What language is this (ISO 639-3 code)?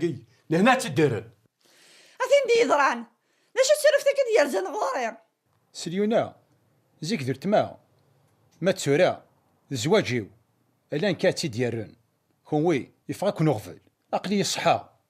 kab